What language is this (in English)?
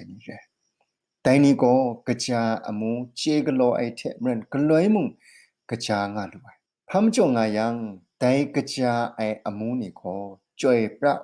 Kachin